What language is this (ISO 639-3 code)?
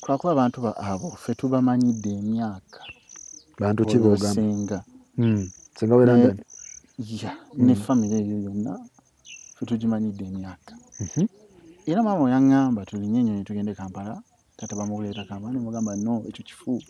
lug